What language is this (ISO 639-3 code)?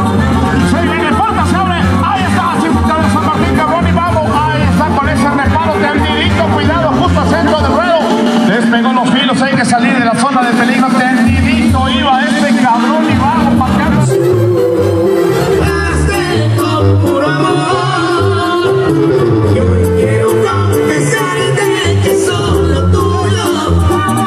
spa